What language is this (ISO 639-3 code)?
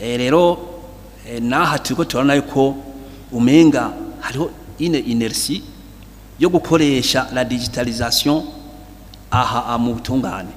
run